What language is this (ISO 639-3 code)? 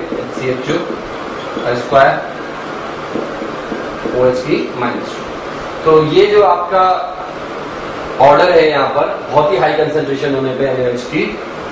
hin